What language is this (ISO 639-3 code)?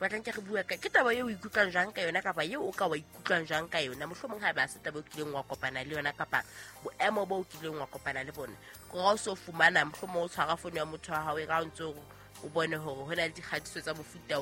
sot